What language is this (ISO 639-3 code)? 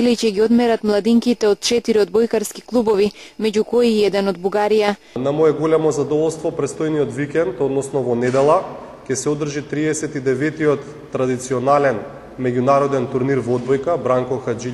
mkd